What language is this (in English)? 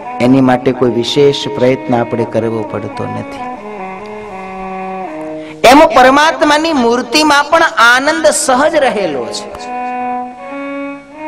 Gujarati